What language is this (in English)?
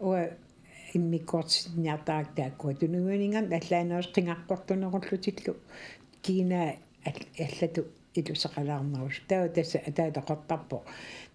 Kalaallisut